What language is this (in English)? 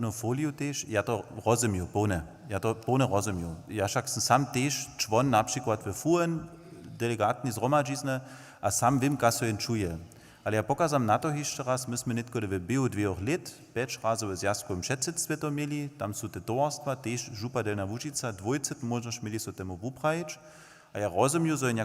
Upper Sorbian